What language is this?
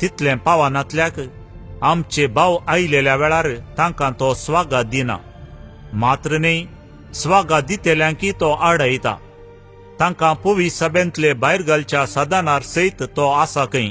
Konkani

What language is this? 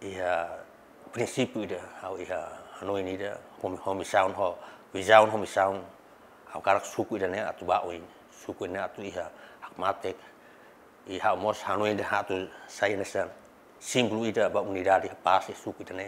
Tetum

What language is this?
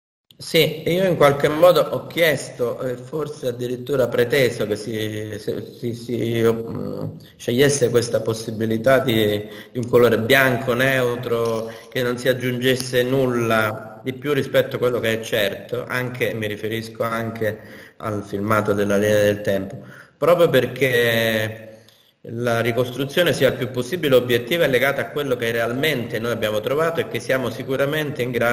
Italian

